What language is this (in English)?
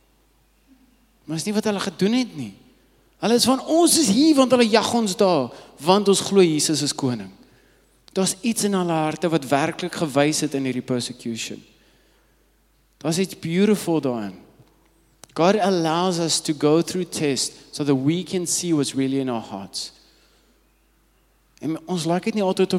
Afrikaans